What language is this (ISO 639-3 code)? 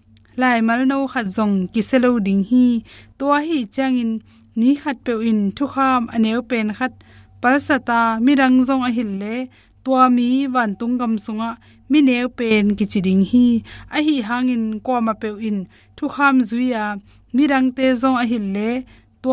ctd